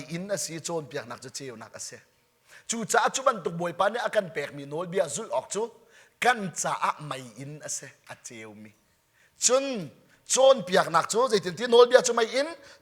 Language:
Hakha Chin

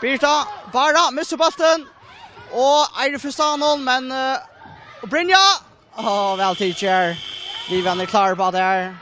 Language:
Faroese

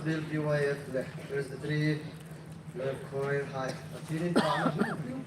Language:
Hmar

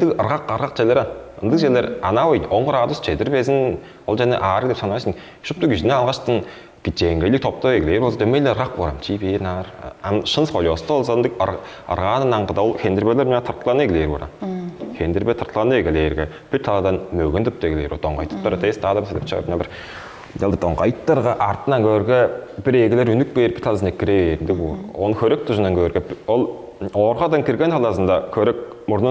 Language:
Tuvinian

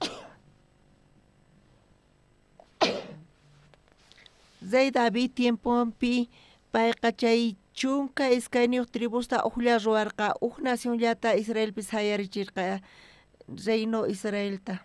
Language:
South Bolivian Quechua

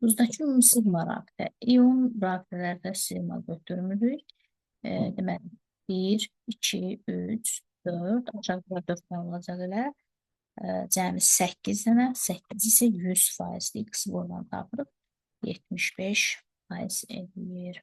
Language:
Azerbaijani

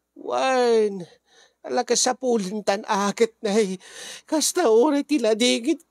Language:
Iloko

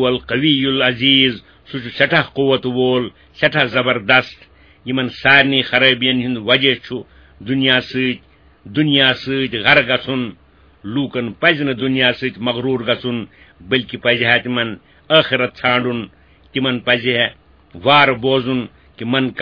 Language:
Kashmiri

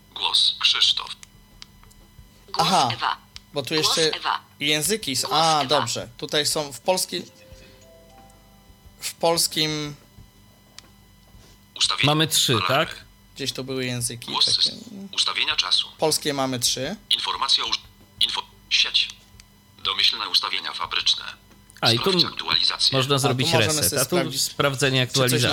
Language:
Polish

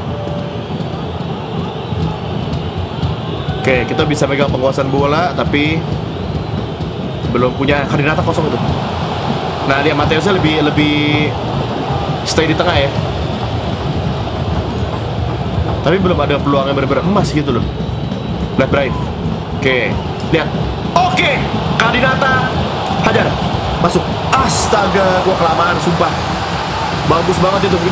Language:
Indonesian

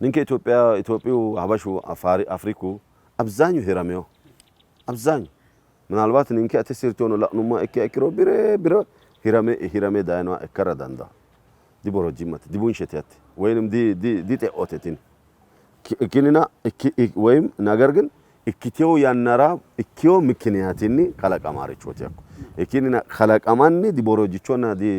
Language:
Sidamo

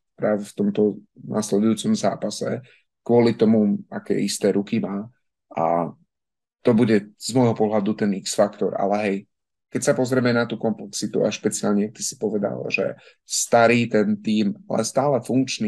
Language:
Slovak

